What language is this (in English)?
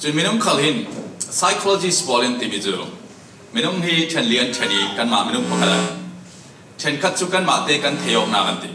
Falam Chin